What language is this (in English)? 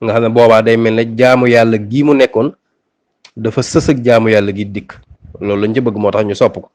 Wolof